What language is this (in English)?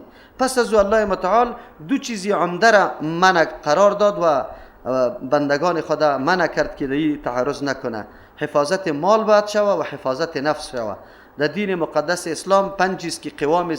Persian